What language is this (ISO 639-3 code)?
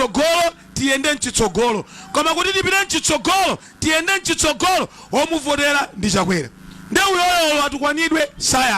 nya